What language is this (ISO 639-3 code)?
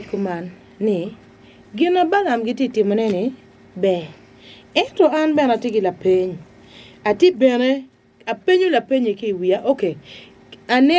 ach